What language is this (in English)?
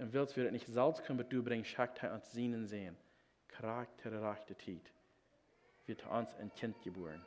Plautdietsch